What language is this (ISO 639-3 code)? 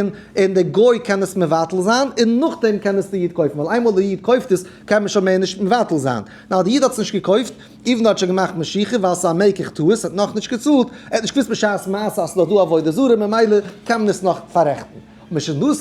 yid